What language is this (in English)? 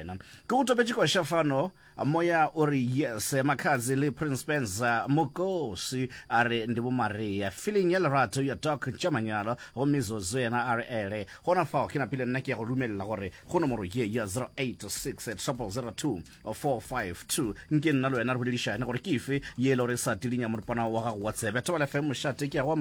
Northern Sotho